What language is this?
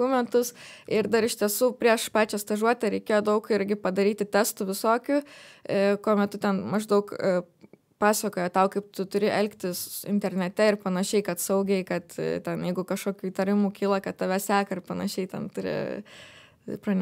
Lithuanian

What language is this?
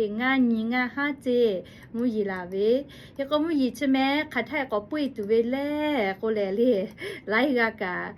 Lahu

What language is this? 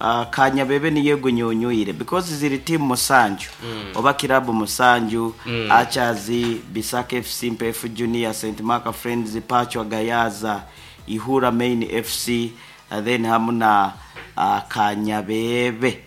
Nyoro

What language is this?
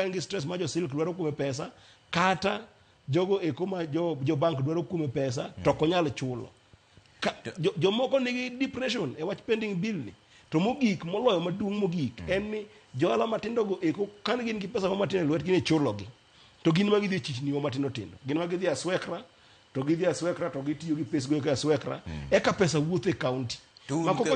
Luo (Kenya and Tanzania)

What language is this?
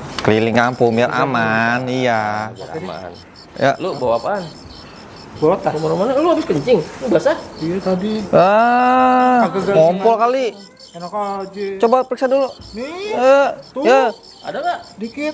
Betawi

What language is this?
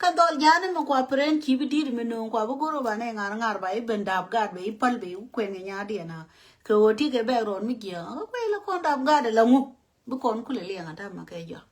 Nuer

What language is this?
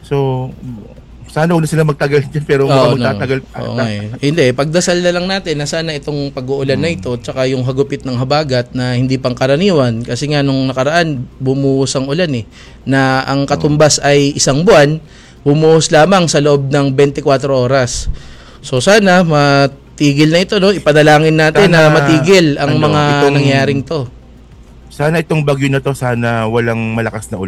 Filipino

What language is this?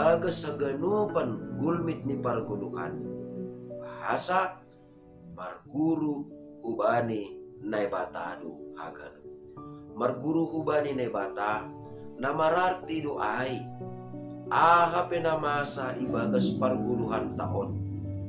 Batak Simalungun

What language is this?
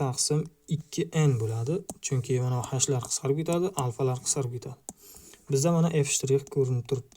Uzbek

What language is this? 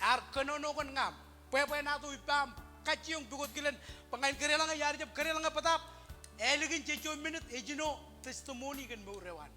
Marshallese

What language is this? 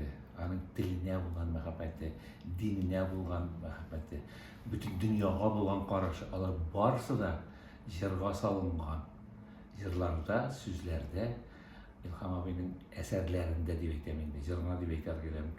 Tatar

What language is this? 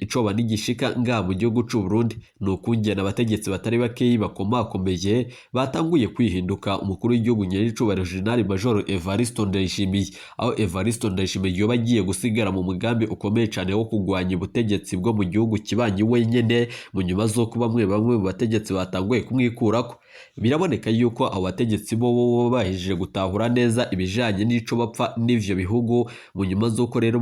Rundi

